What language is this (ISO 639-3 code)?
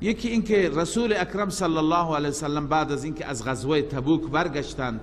fas